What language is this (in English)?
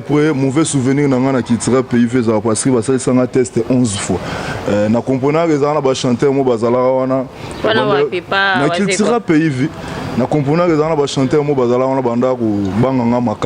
Lingala